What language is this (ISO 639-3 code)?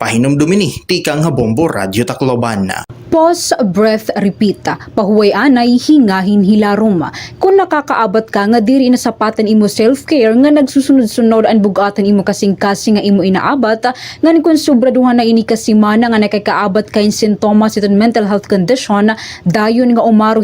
war